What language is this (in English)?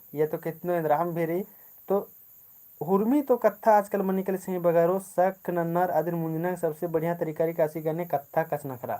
Kurukh